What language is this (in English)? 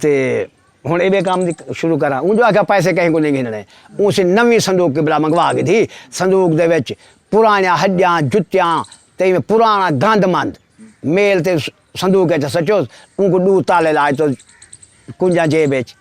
Saraiki